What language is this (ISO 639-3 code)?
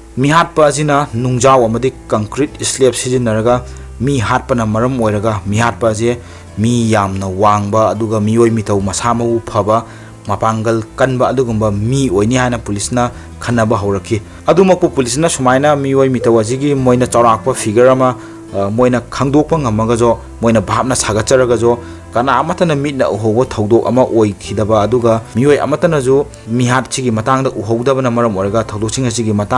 mni